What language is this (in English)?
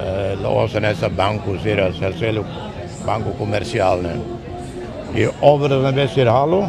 Tetum